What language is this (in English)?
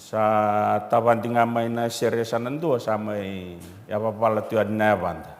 Fijian